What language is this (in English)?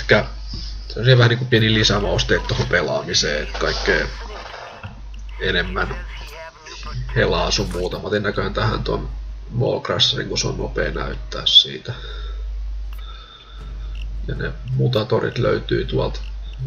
Finnish